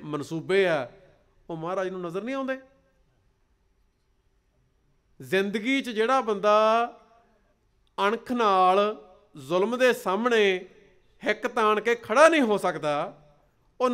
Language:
Punjabi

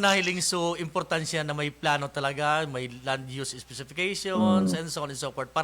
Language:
Bikol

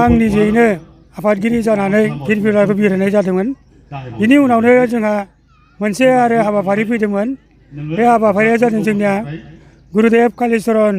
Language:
Bodo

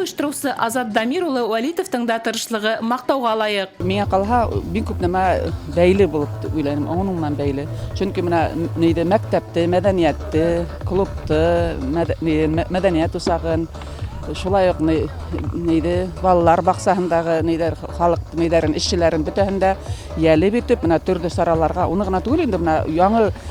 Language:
Bashkir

